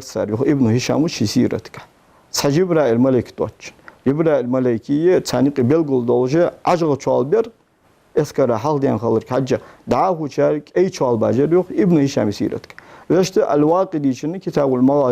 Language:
Ingush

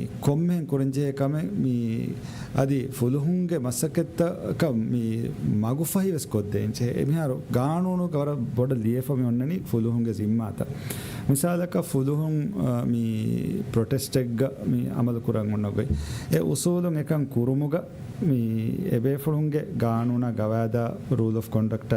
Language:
Divehi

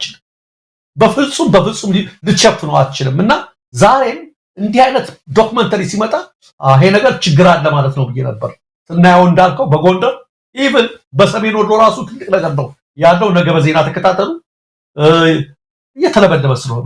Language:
Amharic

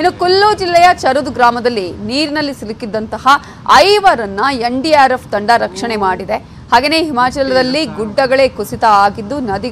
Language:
Kannada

